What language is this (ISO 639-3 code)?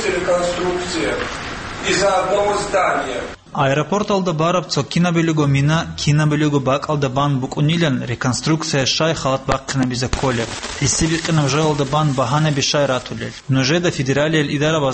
ava